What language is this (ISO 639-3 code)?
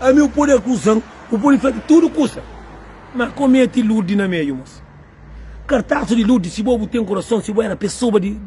kea